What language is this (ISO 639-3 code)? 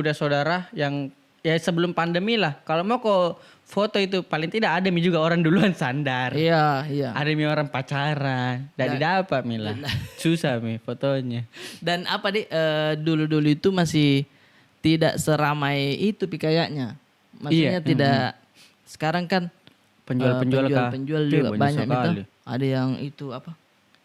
mfp